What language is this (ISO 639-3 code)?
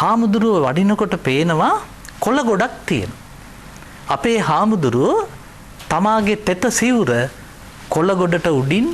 sin